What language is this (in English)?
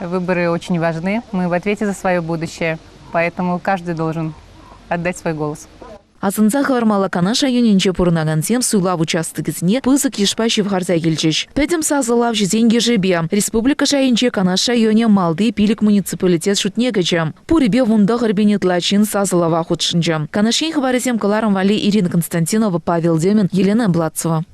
Chuvash